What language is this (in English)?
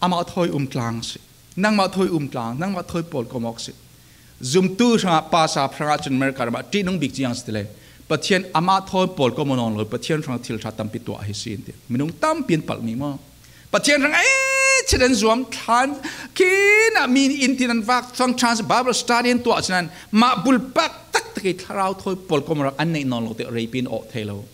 Falam Chin